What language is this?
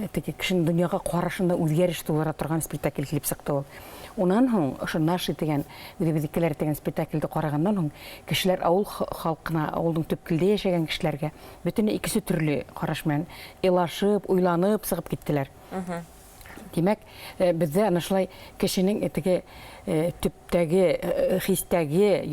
Bashkir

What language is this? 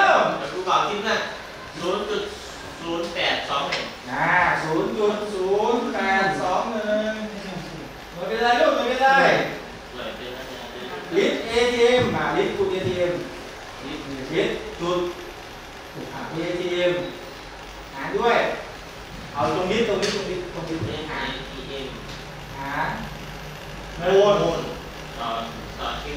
Thai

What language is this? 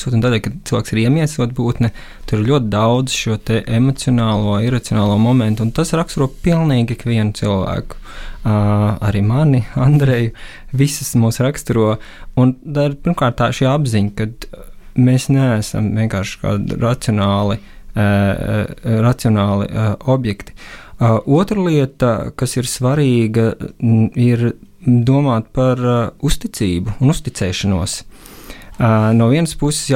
Latvian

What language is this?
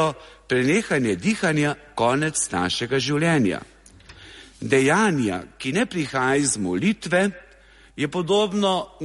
Slovenian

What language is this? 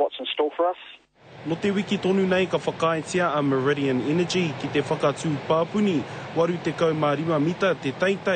Māori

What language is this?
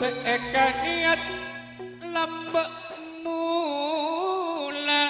Madurese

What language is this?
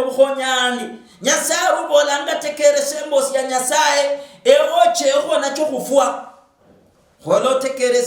Luyia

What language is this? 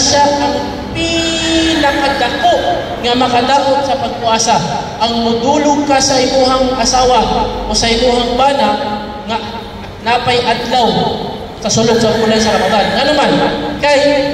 Cebuano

